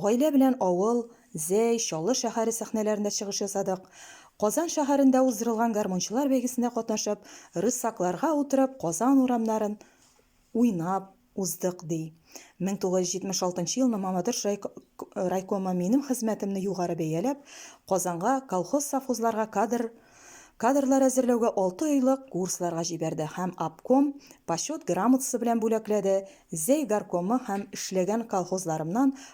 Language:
Tatar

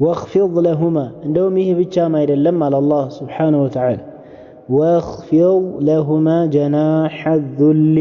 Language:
Amharic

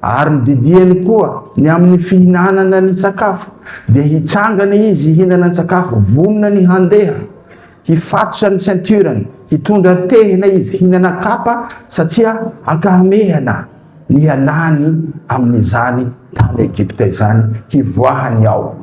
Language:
Malagasy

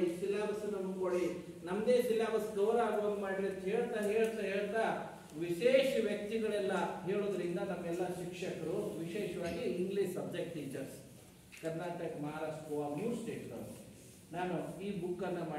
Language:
Kannada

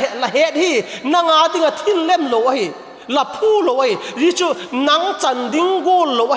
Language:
Vaiphei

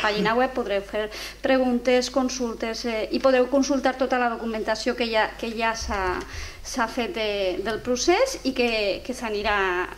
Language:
Catalan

